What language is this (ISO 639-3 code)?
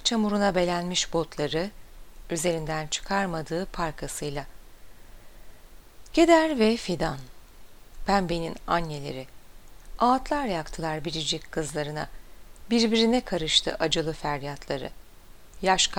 tur